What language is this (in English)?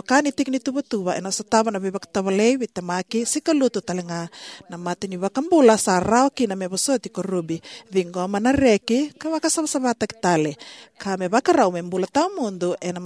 Fijian